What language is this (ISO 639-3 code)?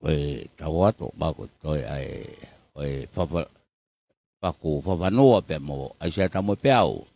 ton